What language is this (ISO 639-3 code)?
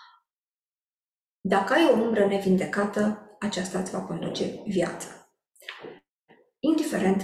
ron